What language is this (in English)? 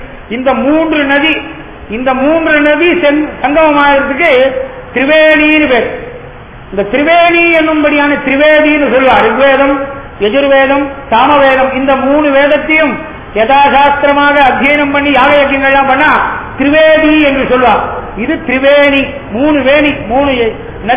Tamil